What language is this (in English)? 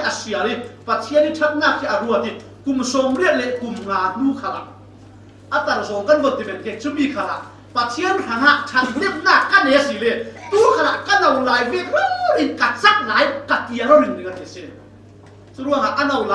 Falam Chin